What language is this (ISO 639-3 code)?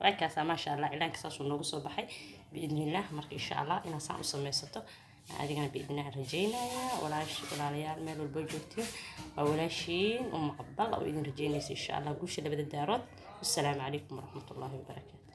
som